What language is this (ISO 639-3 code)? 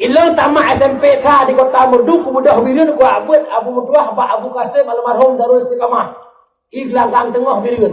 ace